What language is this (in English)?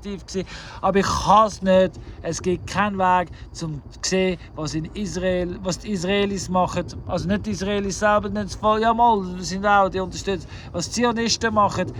Swiss German